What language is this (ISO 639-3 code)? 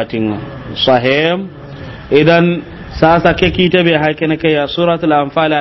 snk